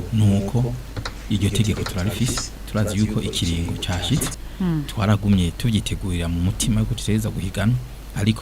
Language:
Rundi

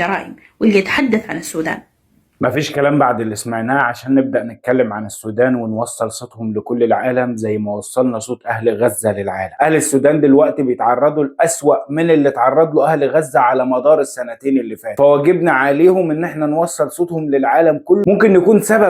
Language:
Egyptian Arabic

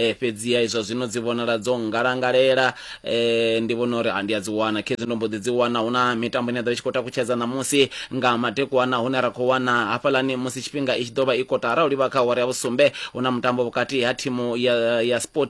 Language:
Venda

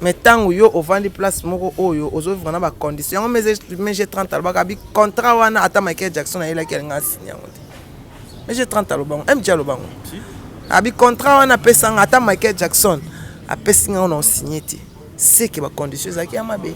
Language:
Lingala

